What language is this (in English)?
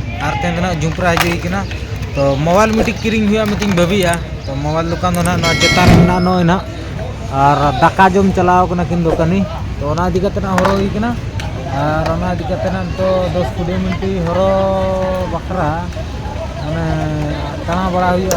Santali